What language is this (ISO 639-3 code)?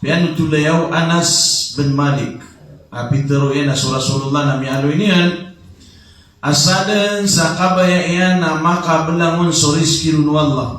mrw